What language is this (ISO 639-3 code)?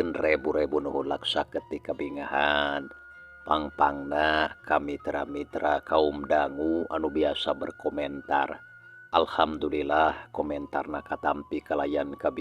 sun